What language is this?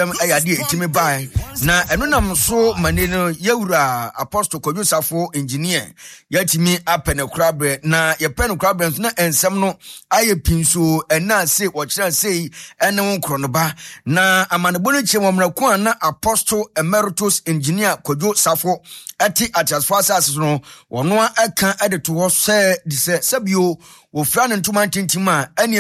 Akan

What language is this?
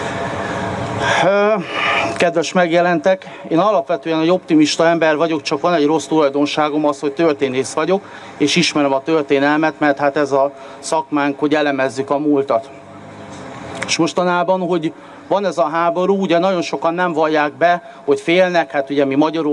Hungarian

